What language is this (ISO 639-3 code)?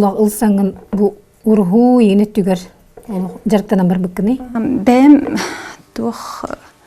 sah